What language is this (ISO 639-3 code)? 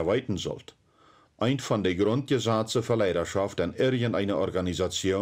pdt